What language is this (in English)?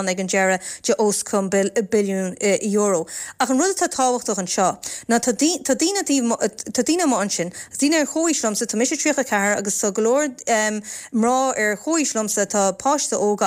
Irish